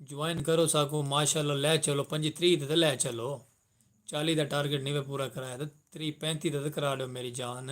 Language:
Saraiki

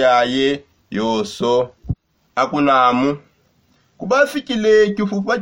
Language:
Songe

